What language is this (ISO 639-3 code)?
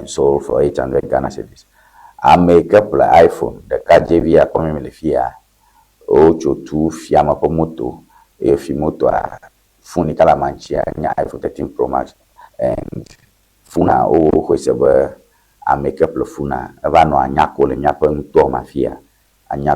ewe